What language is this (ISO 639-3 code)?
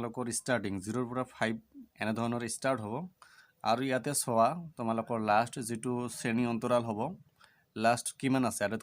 asm